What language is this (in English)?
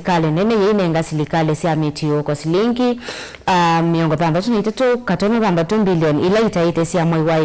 Kamba